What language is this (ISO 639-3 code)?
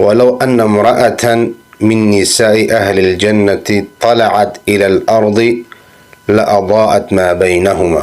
fas